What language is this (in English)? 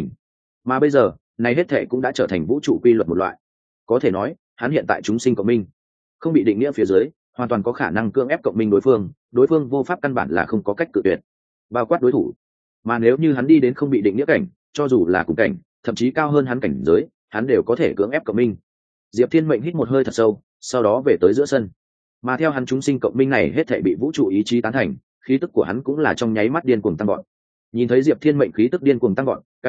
Vietnamese